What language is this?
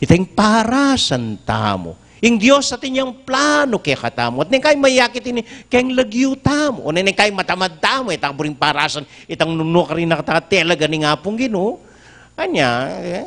Pampanga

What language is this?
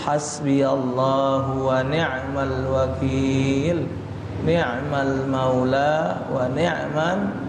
Musi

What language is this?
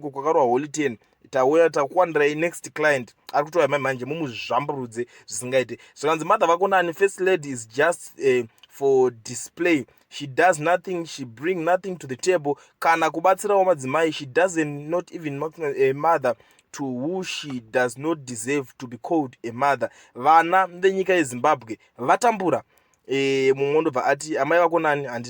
Shona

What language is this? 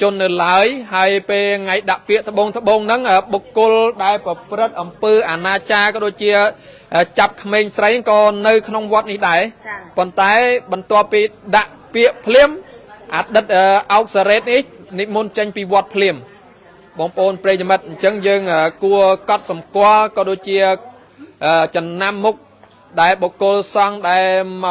Khmer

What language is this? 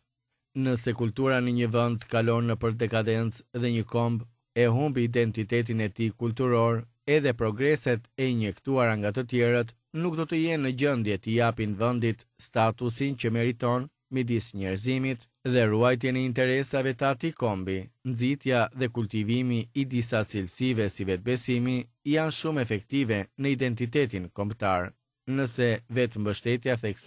Albanian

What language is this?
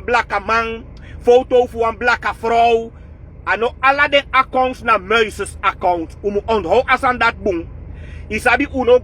Sranan Tongo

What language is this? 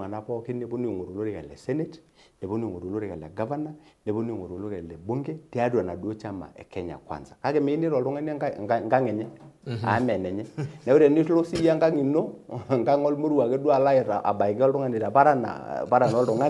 Masai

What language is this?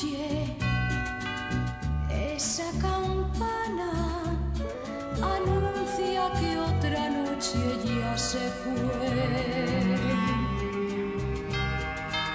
Spanish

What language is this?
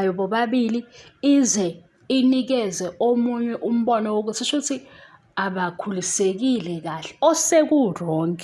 Zulu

